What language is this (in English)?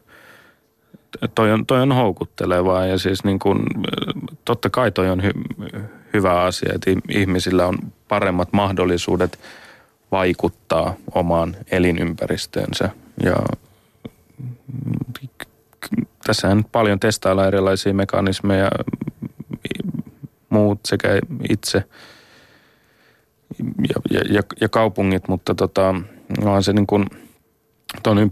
Finnish